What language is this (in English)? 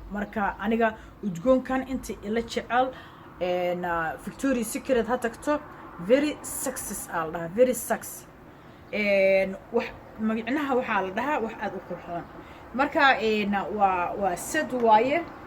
Somali